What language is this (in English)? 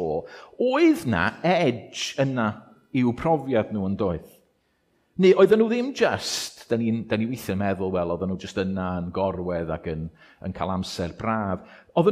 Welsh